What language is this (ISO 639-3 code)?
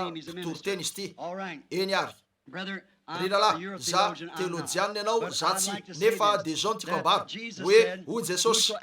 mlg